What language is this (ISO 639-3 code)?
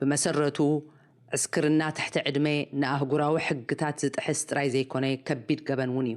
tir